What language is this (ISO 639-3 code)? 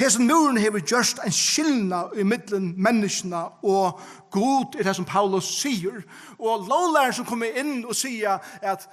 fao